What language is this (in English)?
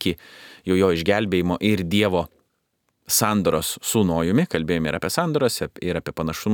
Lithuanian